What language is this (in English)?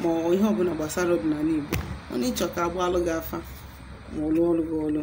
Igbo